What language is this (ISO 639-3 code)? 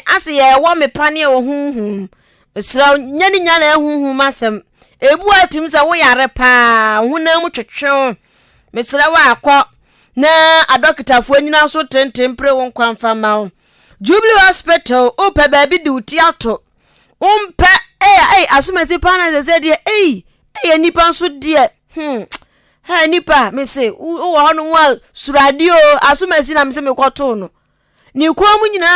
aka